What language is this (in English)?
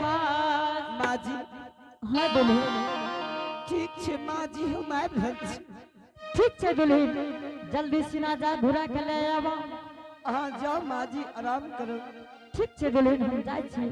Angika